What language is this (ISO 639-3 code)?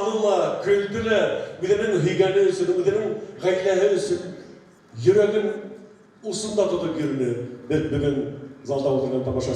bak